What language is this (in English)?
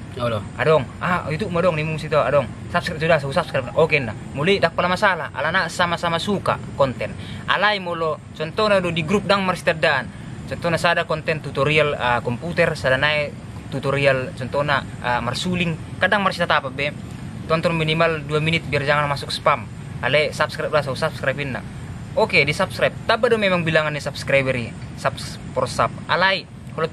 Batak Toba